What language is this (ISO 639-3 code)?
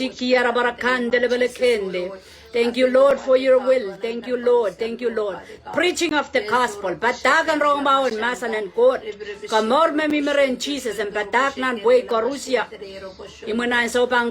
pon